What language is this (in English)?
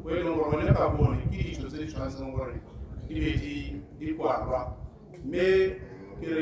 Tswana